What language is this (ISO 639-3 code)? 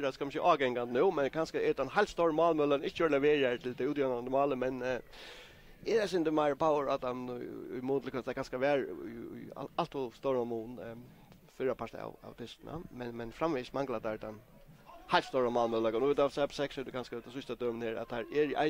fao